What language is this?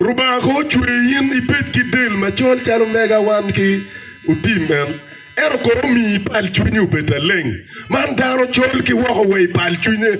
Acoli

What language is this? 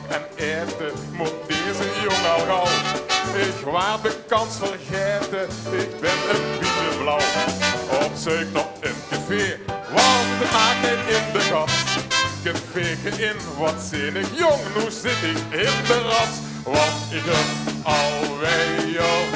Limburgish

